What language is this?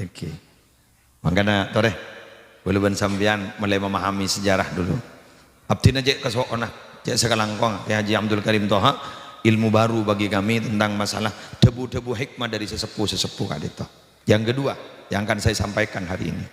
Madurese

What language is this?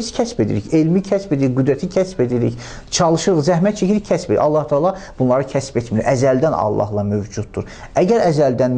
Azerbaijani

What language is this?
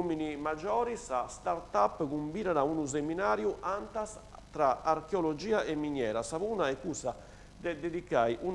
Sardinian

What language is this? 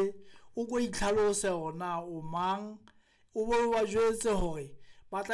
Southern Sotho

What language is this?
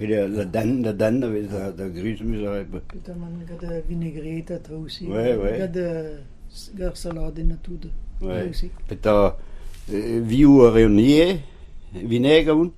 Breton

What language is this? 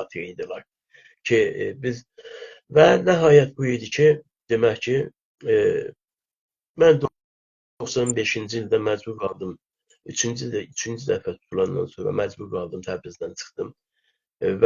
South Azerbaijani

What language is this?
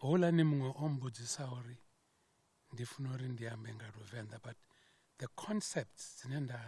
Venda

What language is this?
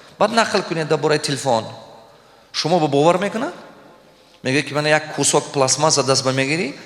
Tajik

